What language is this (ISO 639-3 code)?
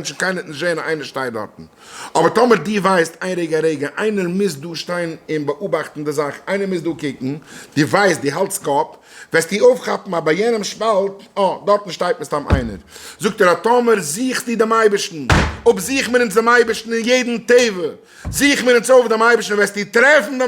yid